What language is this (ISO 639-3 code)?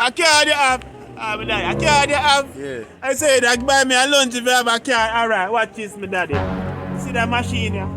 jam